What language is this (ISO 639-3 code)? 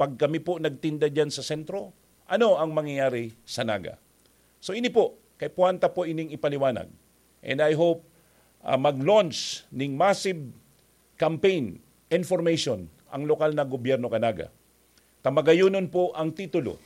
bik